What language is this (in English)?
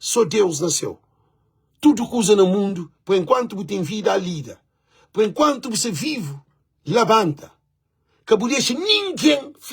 Kabuverdianu